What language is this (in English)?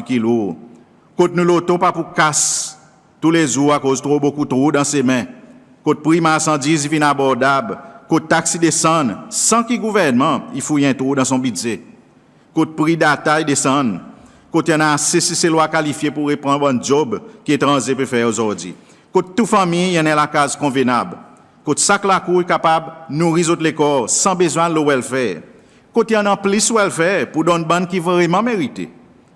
Seselwa Creole French